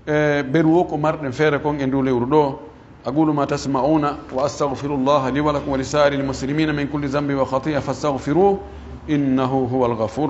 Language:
Pular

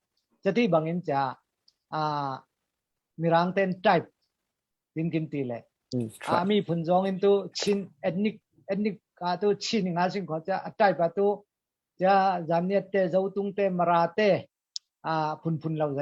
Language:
Falam Chin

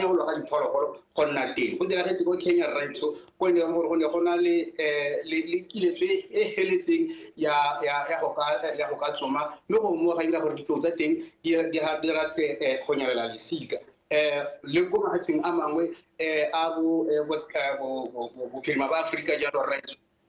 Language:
Tswana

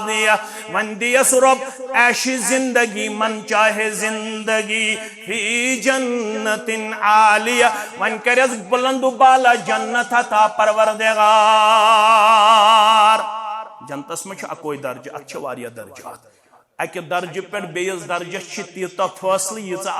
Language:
Kashmiri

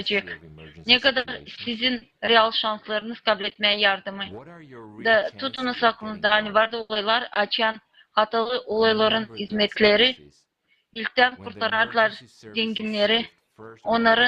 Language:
Gagauz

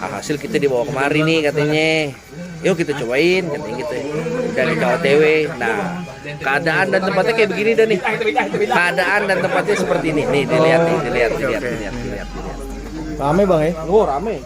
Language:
Betawi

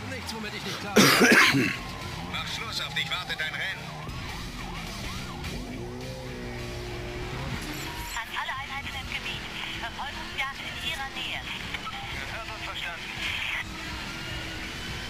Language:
German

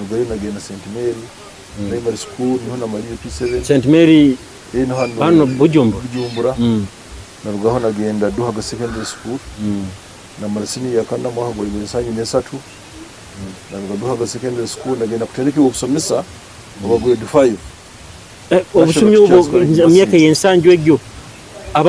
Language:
Nyoro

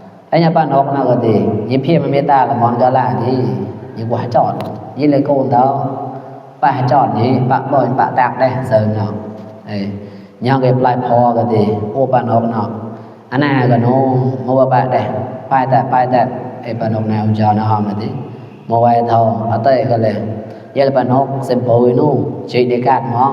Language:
Mon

